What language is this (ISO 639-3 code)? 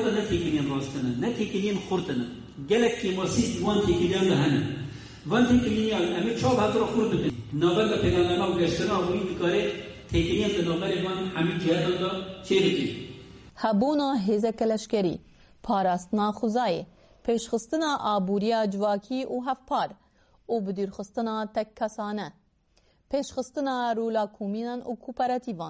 kur